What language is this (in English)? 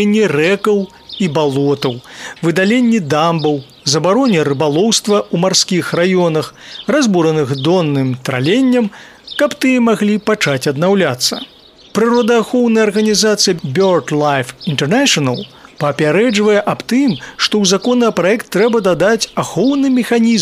Belarusian